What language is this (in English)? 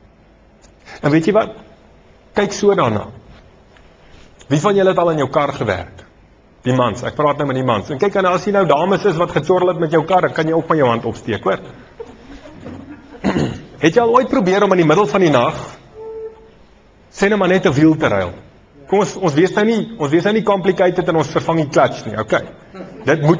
Afrikaans